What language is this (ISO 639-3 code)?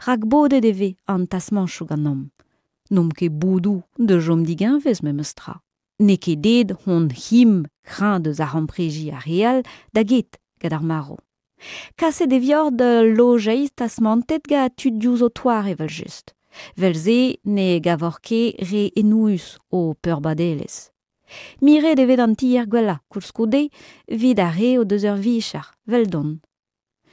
bre